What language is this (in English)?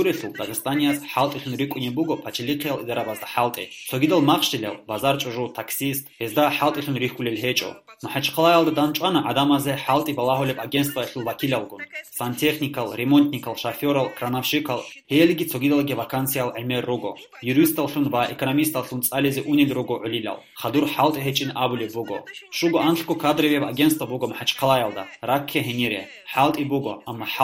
Avaric